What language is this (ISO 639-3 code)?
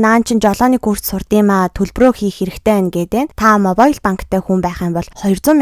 mon